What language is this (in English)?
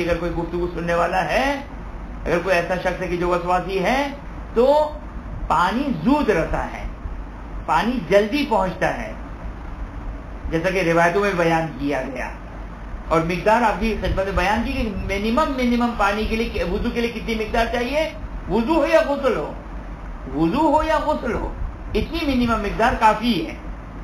Urdu